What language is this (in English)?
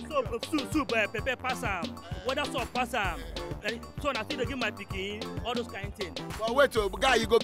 Nigerian Pidgin